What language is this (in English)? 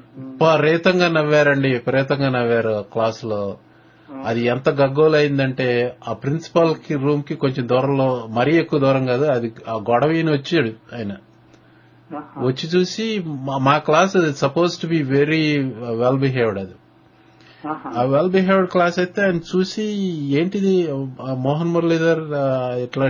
Telugu